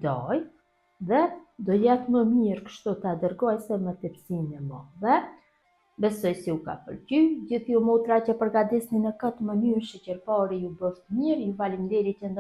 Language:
Albanian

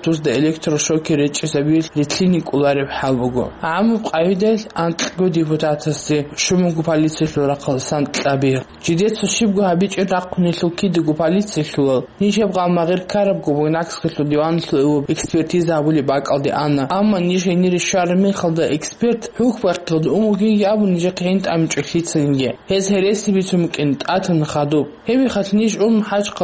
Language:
Avaric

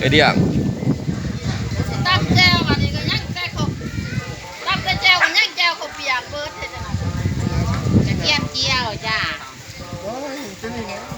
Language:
Lao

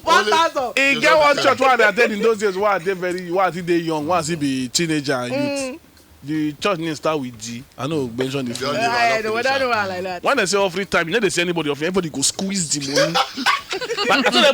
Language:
Nigerian Pidgin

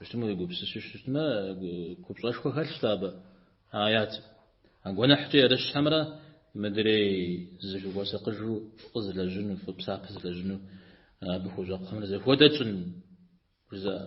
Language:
Kabardian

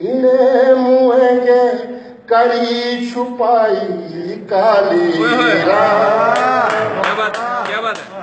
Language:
Dogri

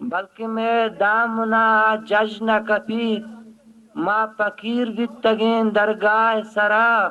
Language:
Eastern Balochi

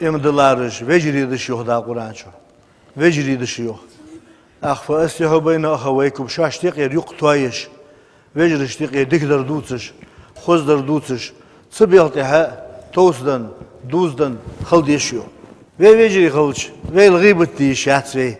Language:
Ingush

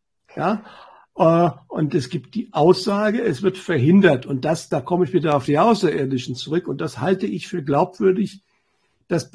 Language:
German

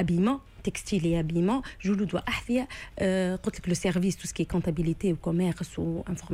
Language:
Tunisian Arabic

